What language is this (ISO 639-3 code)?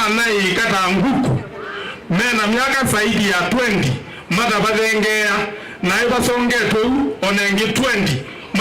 kam